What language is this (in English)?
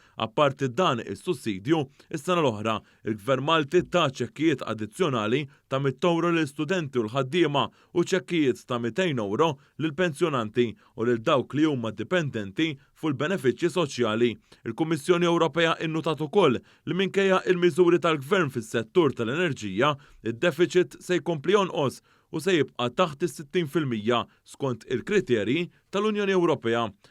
Maltese